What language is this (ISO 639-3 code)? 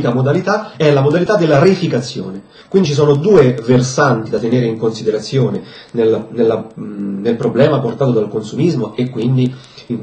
ita